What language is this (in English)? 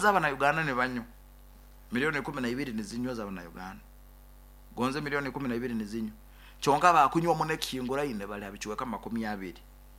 Nyoro